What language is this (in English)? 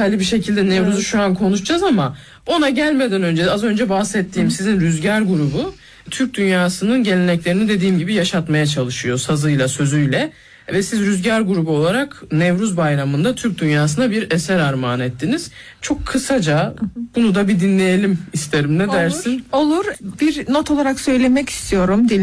Turkish